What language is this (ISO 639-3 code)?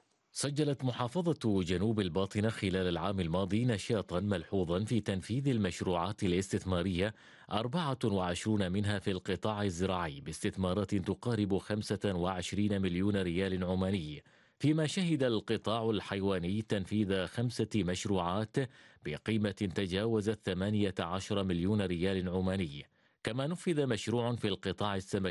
ara